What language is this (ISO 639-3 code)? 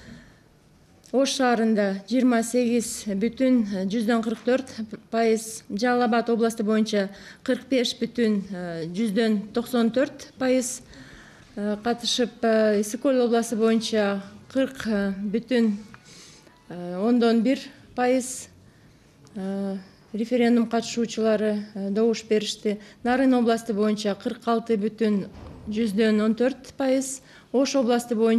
kir